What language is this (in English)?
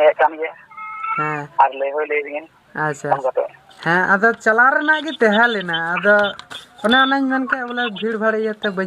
Santali